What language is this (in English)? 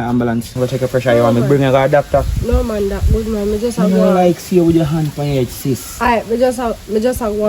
Jamaican Creole English